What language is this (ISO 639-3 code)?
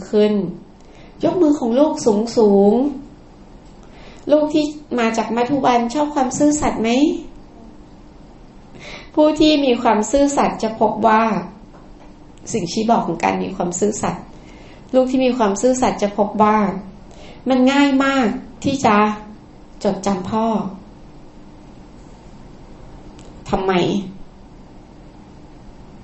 tha